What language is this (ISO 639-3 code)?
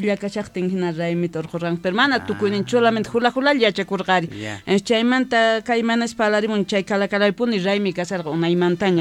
que